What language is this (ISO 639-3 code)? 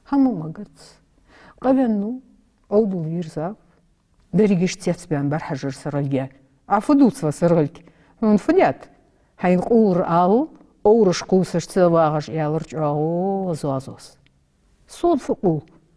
inh